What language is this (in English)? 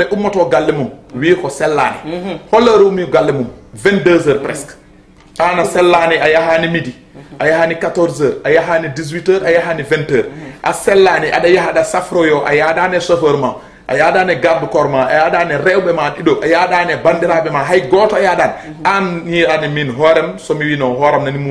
Fula